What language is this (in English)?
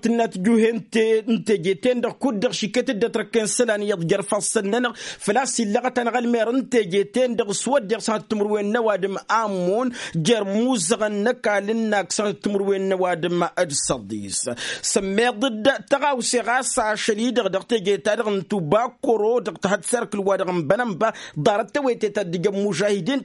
Tamasheq